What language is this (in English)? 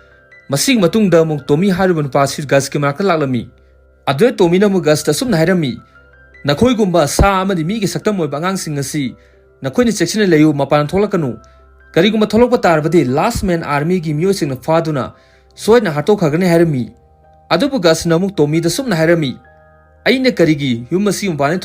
Manipuri